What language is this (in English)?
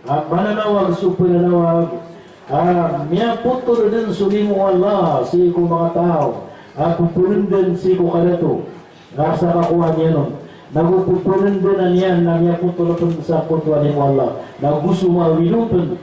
Maranao